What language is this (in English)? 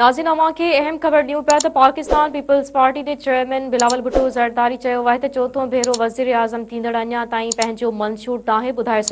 Sindhi